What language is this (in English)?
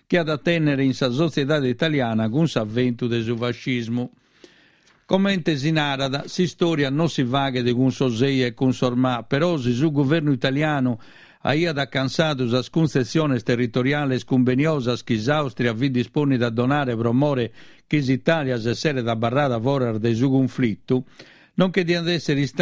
Sardinian